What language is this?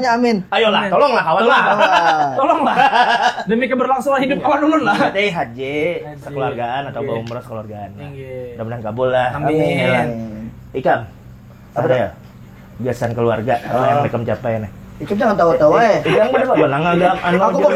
Banjar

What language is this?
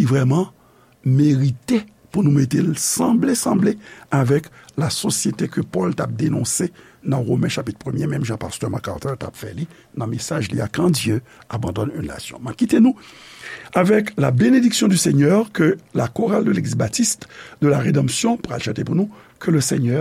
Haitian Creole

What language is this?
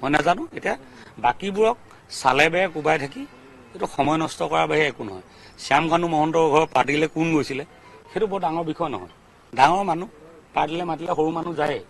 Assamese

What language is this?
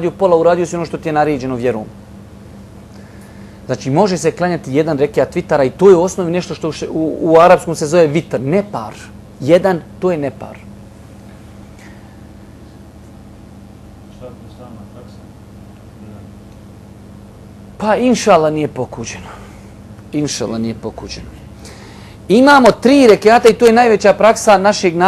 Bosnian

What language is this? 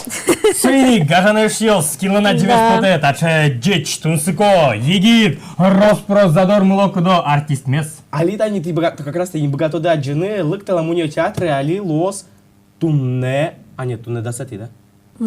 Udmurt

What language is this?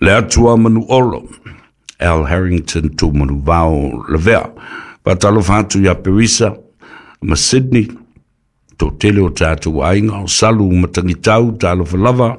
Samoan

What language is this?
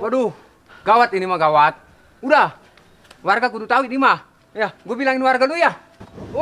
Betawi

